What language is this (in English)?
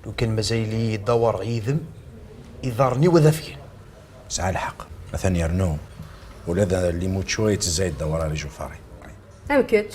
Kabyle